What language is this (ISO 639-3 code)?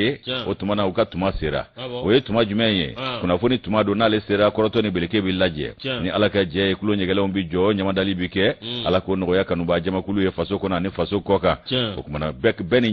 bam